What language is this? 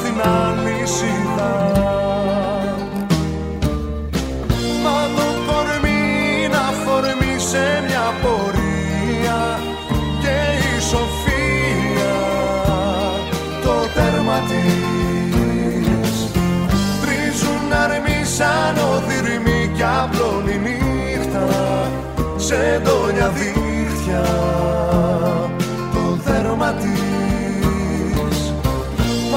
Greek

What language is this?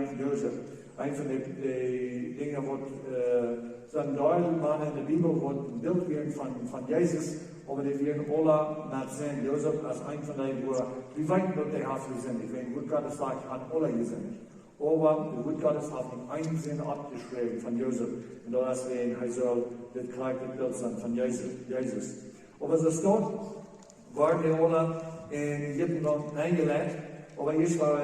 Plautdietsch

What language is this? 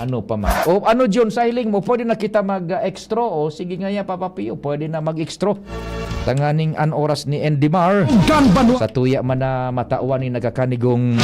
Bikol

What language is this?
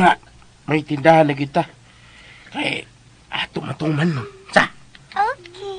Cebuano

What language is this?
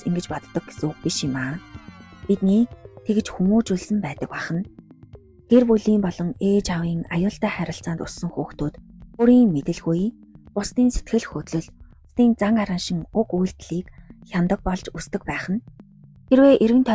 Mongolian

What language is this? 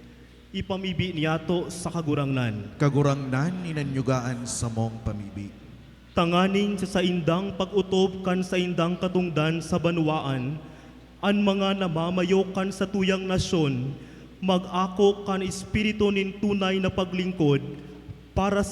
Bikol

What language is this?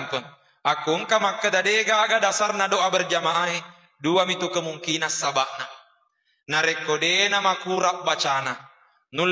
Buginese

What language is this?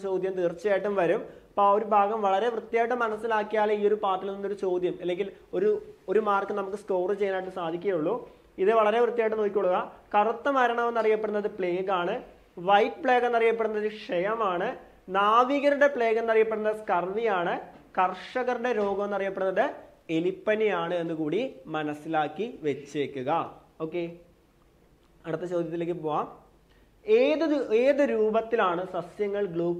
Malayalam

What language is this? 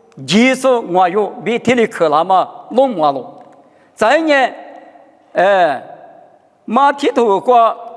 Lisu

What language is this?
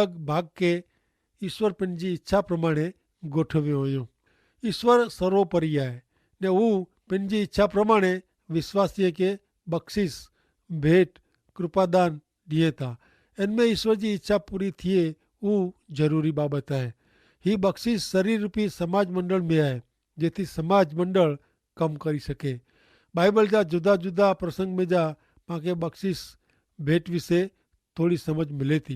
Kachhi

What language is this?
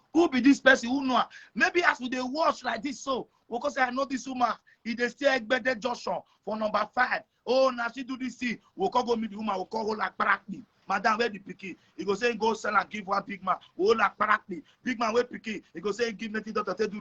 Nigerian Pidgin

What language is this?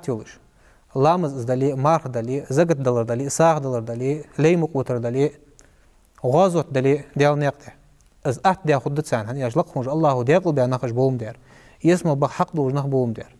Ingush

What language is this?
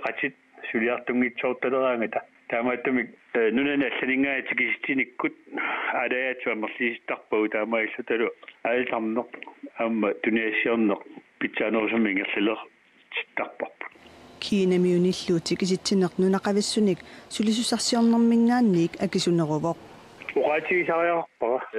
Kalaallisut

